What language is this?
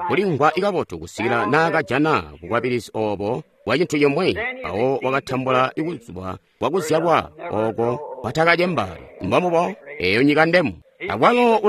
Tonga (Zambia)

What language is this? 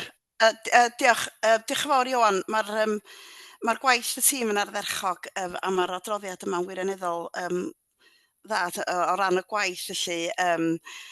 Welsh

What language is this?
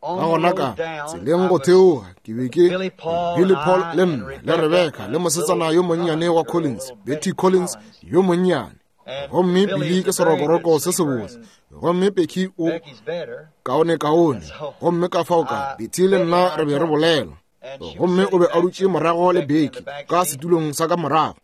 Northern Sotho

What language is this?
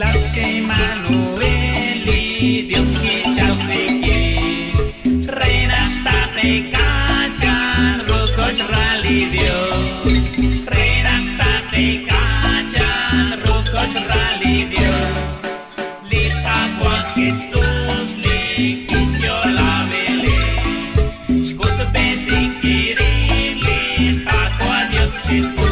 Kekchí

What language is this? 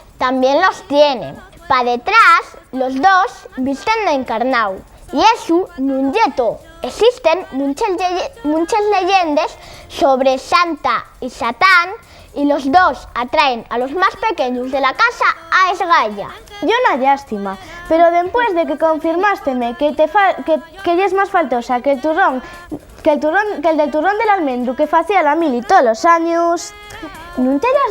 Asturian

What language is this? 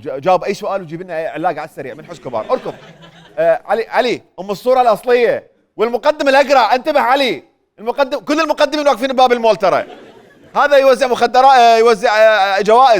Mesopotamian Arabic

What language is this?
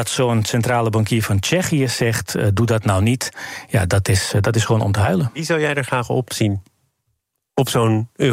Dutch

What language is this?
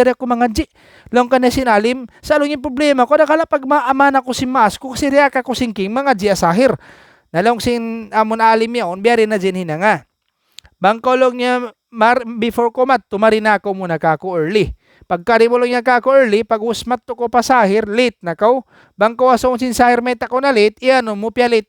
Tausug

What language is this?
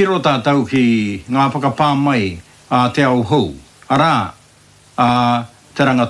Māori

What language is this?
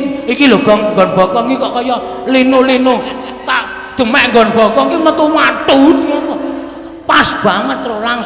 Javanese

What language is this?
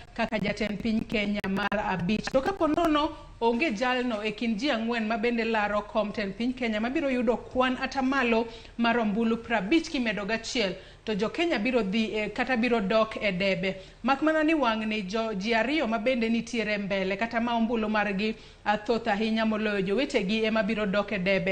Luo (Kenya and Tanzania)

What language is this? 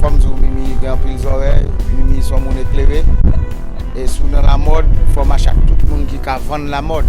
Haitian Creole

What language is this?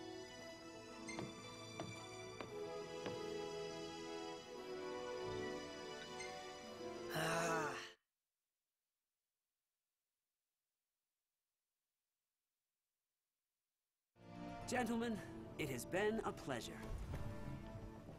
English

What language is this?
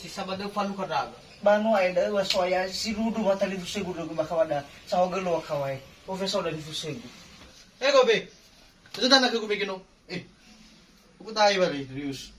Nias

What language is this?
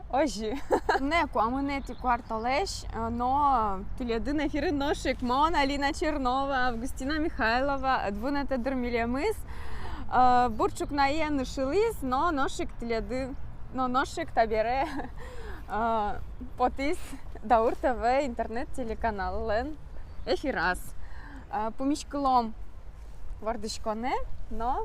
Udmurt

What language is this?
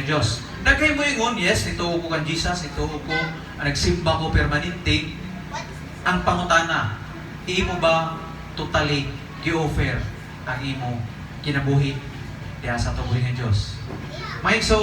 Cebuano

